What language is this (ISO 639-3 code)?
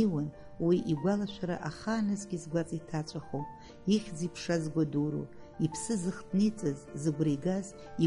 abk